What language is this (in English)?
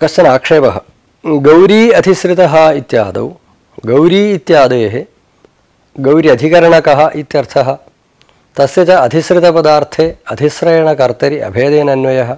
Sanskrit